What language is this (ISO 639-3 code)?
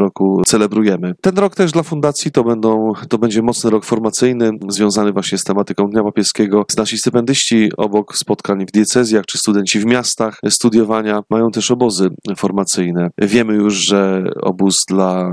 pol